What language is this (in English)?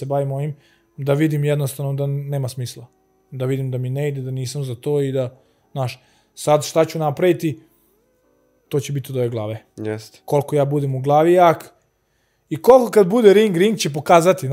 Serbian